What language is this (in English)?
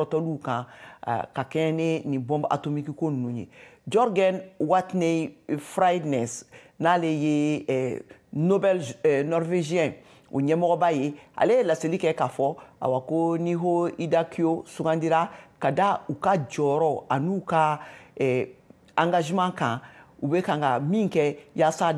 Bambara